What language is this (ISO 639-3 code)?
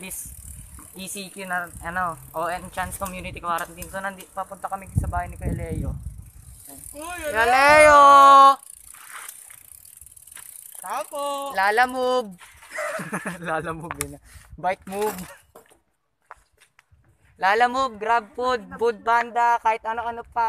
fil